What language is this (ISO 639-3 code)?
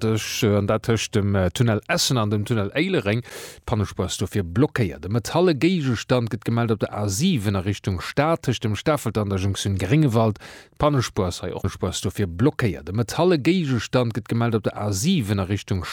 ltz